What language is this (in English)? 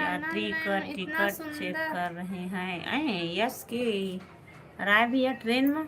Chhattisgarhi